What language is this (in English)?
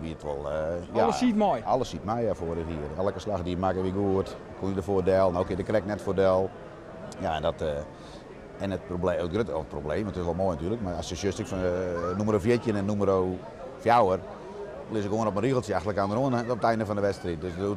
Western Frisian